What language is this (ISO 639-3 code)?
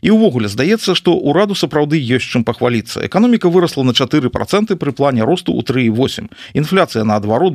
bel